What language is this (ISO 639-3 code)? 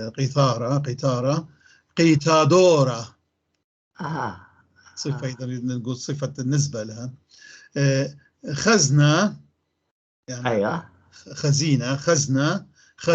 apc